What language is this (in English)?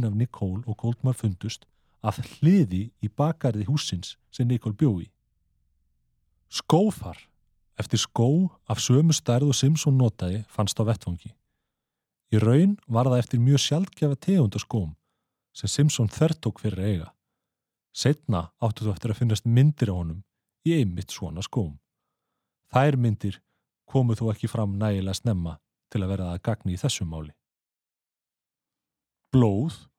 Icelandic